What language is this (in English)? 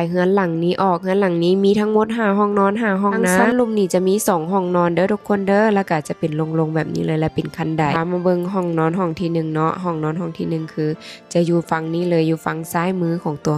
Lao